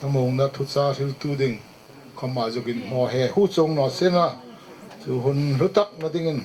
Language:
Hmar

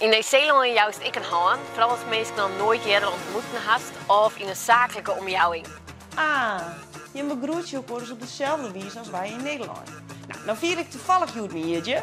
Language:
Western Frisian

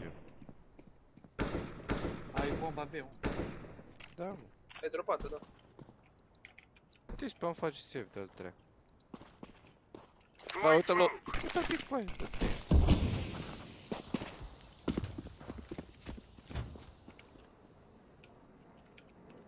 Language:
Romanian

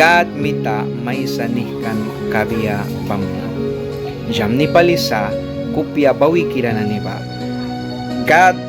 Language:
Mískito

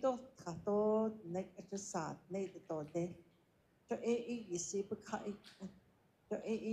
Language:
Navajo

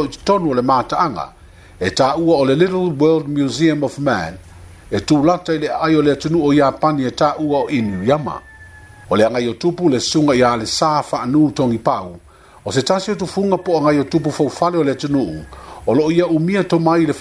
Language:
Samoan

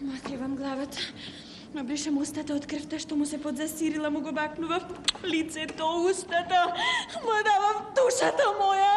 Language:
Macedonian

